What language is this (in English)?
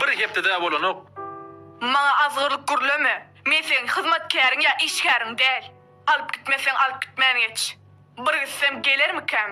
Turkmen